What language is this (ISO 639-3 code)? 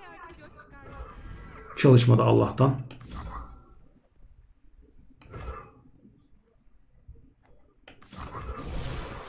tur